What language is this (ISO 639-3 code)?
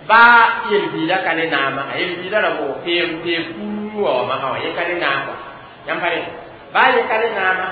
mos